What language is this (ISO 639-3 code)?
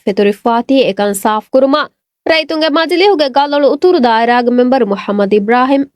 div